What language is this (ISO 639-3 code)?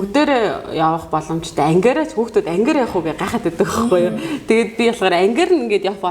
mon